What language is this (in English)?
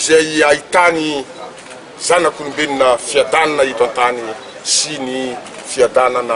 Malagasy